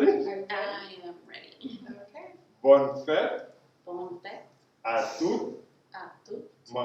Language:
Haitian Creole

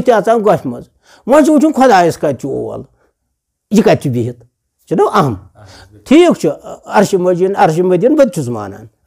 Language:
Kashmiri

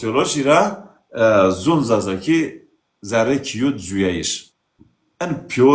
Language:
Zaza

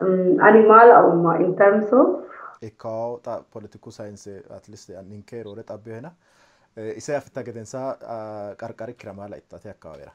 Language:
Sidamo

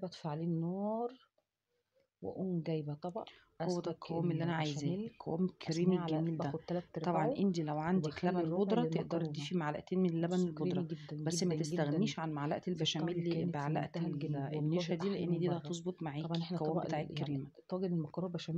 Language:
Egyptian Arabic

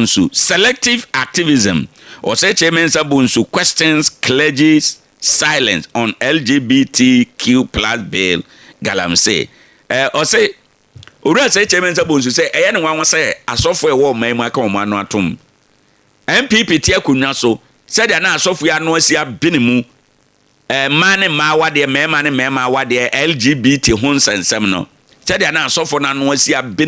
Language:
Akan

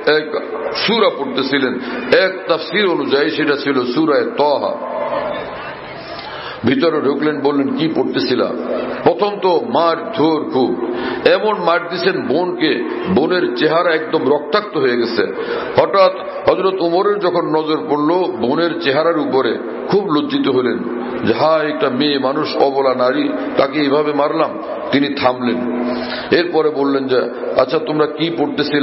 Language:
Bangla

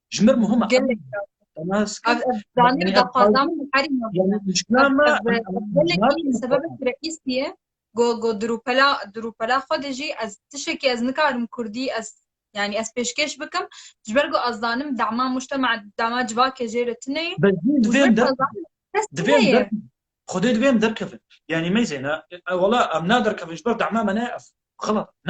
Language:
Kurdish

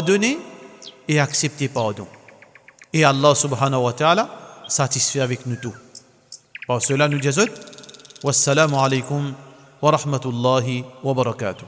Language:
Morisyen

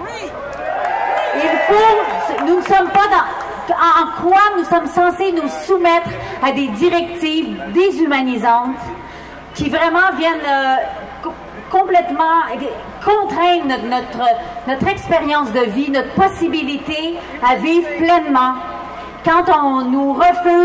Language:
French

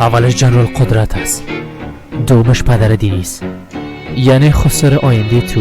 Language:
Persian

